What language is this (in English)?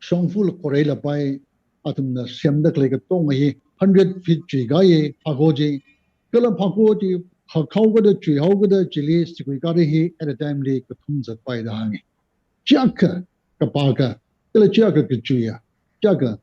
Tangkhul Naga (India)